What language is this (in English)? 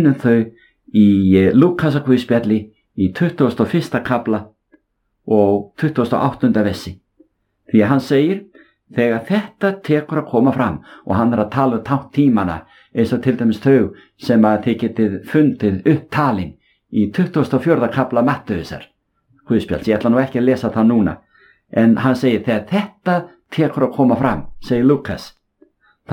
Icelandic